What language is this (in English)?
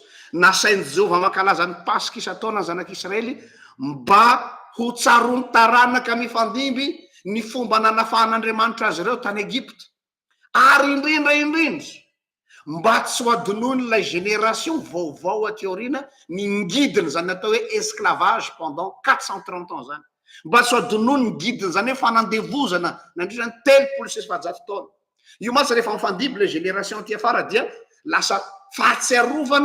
Malagasy